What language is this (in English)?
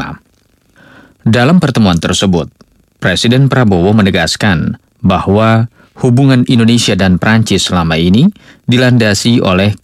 Indonesian